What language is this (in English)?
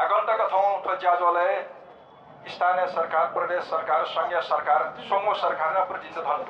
Newari